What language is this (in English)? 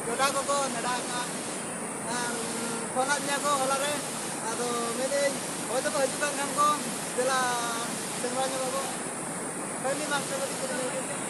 Santali